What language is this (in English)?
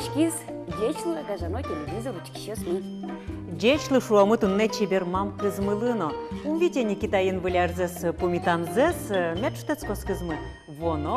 Udmurt